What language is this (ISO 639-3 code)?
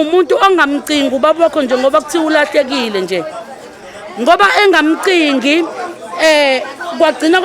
zul